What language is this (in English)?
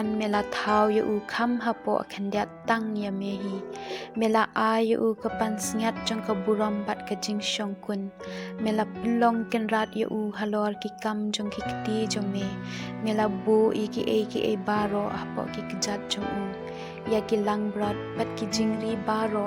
Khasi